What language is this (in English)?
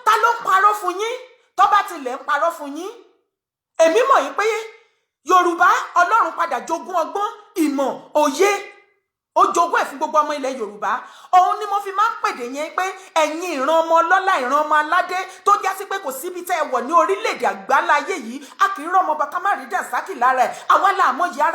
Yoruba